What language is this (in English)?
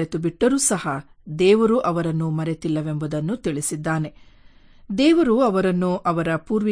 Kannada